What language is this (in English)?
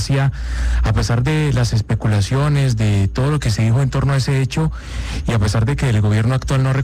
Spanish